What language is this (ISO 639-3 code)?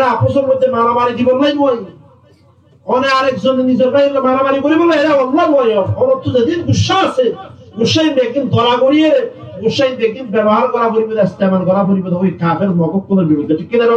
rhg